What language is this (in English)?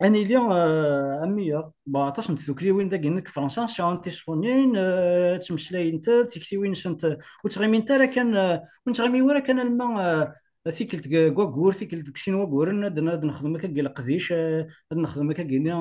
Kabyle